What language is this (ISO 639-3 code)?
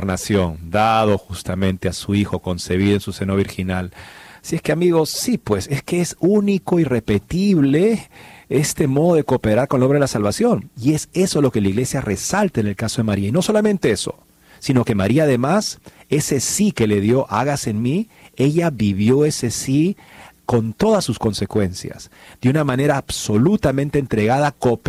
spa